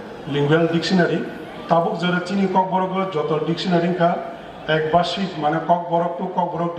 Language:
Kok Borok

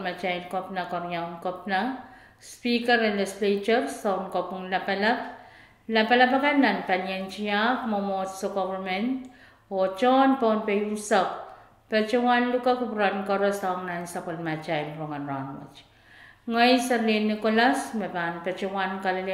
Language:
Pohnpeian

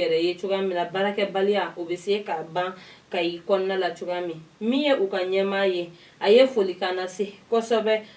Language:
Bambara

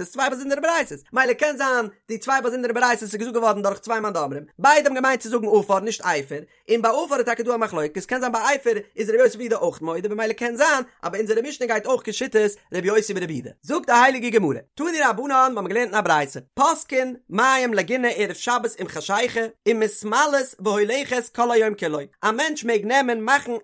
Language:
Yiddish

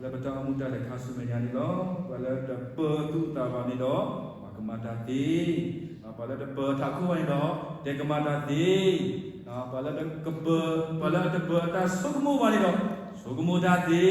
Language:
S'gaw Karen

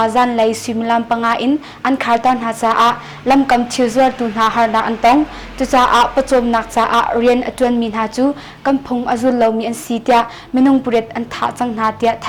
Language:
Hakha Chin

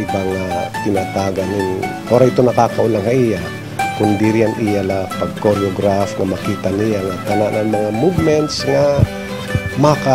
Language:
Waray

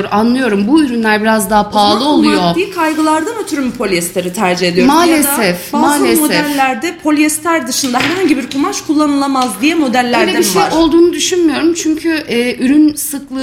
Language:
Turkish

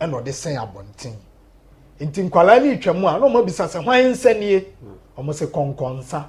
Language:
Akan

